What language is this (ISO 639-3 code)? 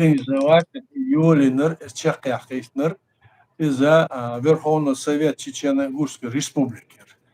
che